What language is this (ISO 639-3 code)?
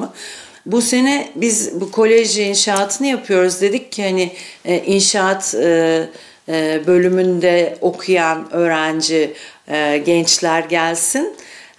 gag